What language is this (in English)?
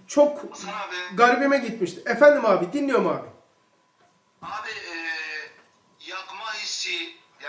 Turkish